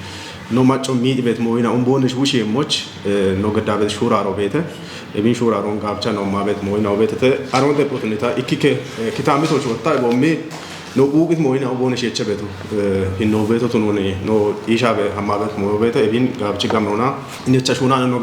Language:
Kafa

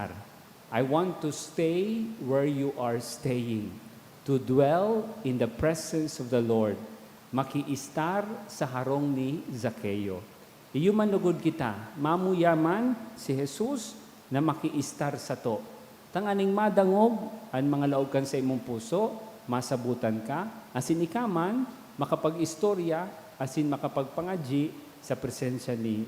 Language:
Bikol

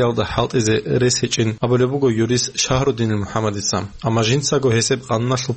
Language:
Avaric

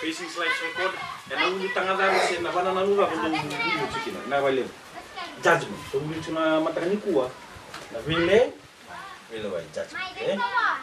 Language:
Fijian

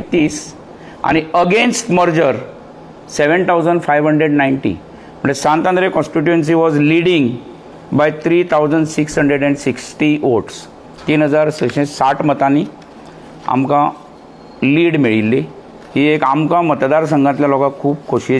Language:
Konkani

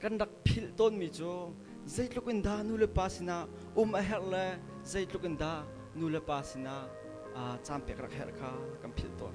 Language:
Hakha Chin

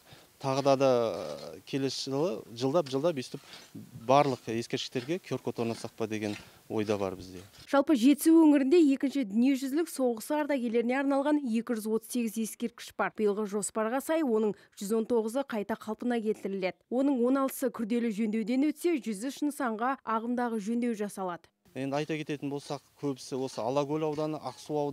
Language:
Kazakh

